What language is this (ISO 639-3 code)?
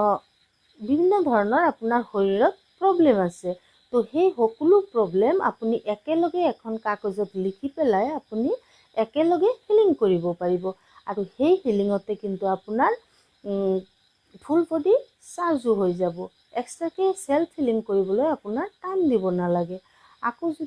asm